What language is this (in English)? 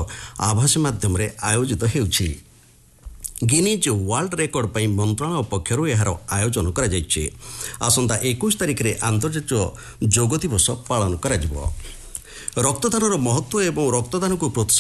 Odia